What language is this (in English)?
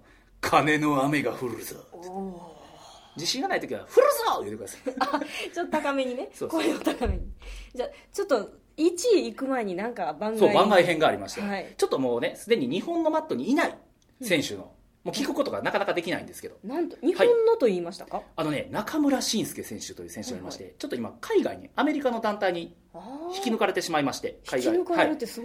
Japanese